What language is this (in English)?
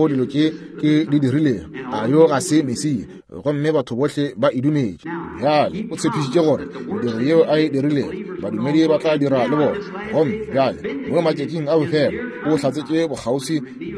Northern Sotho